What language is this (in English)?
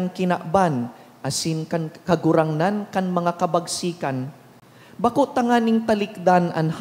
Bikol